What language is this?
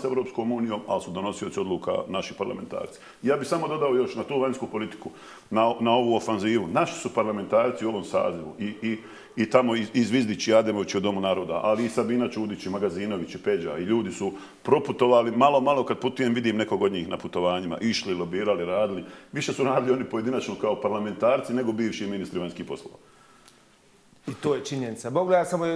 Bosnian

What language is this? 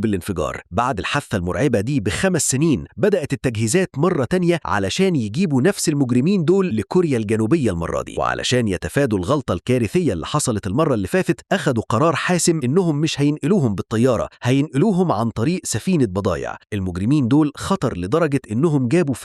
Egyptian Arabic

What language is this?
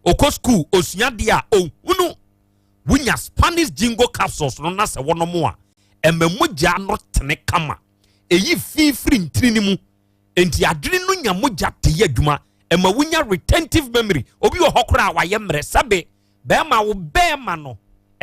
Akan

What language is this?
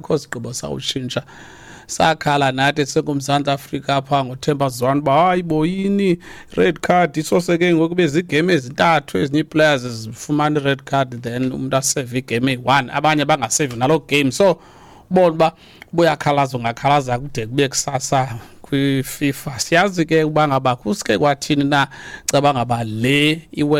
Xhosa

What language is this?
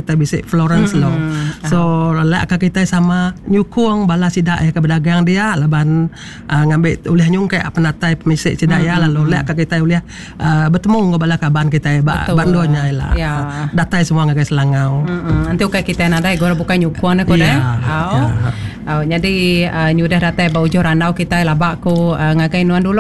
Iban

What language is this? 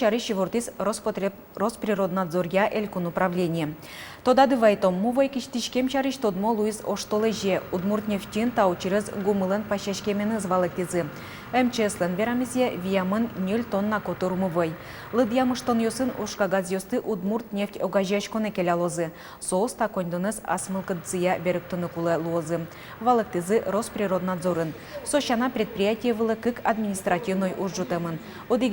Udmurt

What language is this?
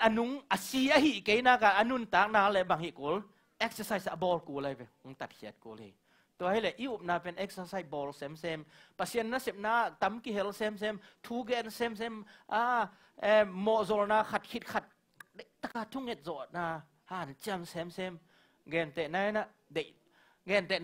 Tedim Chin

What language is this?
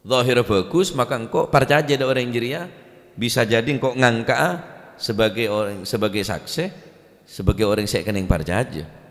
Madurese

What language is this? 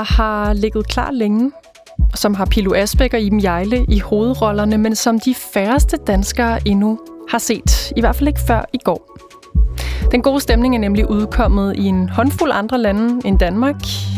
Danish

